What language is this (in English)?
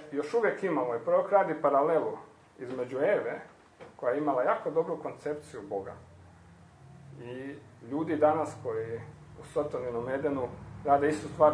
Croatian